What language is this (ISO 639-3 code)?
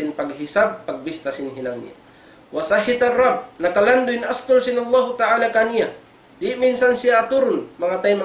tsg